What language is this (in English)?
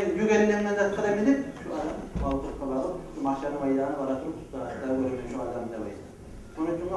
Kumyk